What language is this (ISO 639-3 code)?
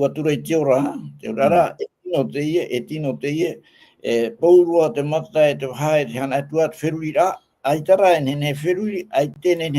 tah